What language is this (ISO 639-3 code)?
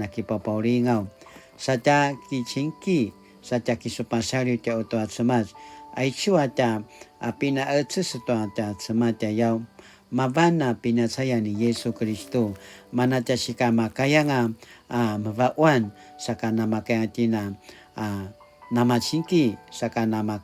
pwn